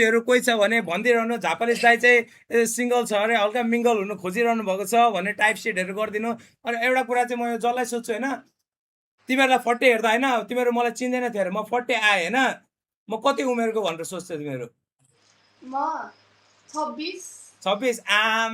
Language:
Nepali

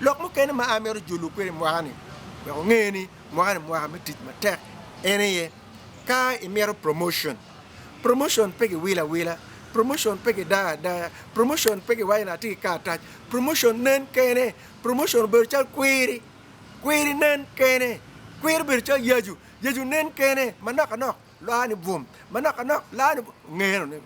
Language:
Acoli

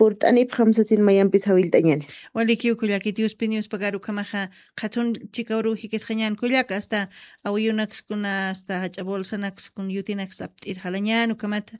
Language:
Aymara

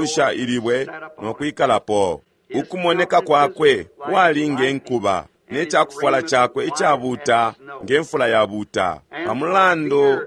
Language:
Bemba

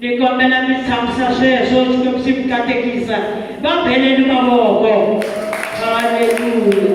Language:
Tsonga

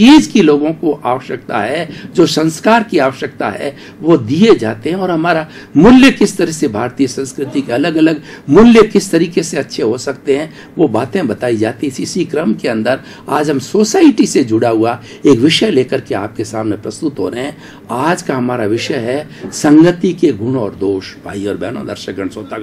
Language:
Hindi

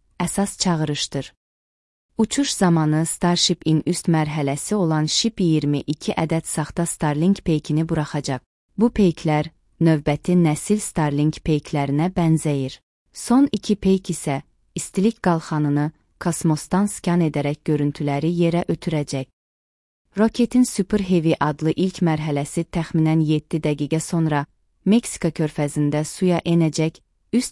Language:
Azerbaijani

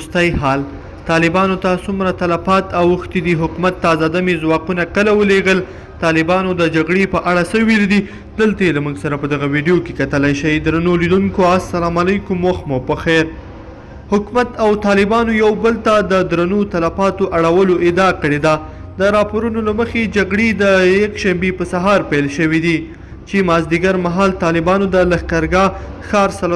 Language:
Pashto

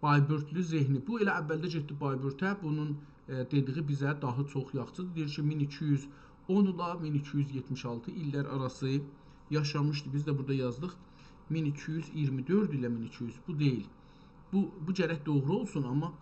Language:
South Azerbaijani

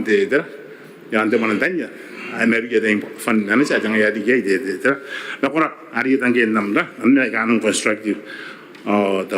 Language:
Gilbertese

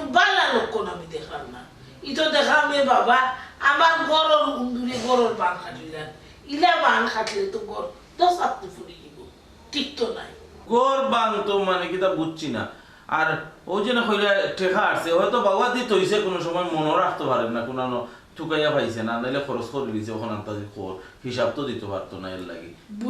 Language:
Sylheti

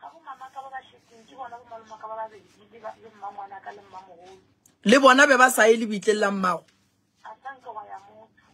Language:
Northern Sotho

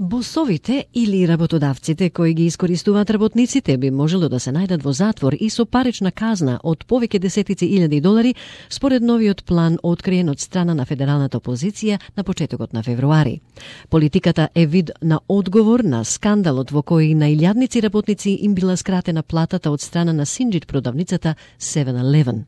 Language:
Macedonian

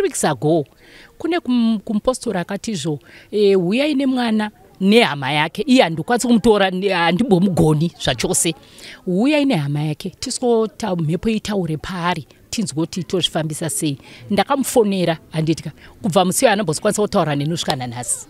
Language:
Shona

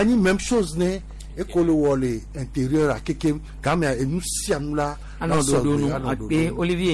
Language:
Gen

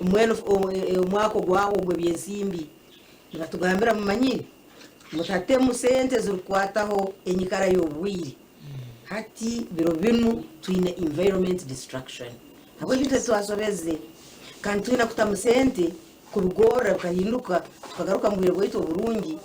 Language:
Nyankole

